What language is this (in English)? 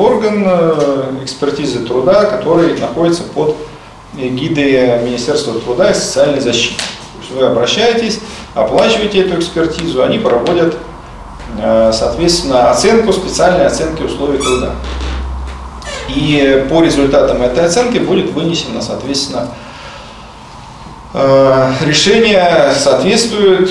Russian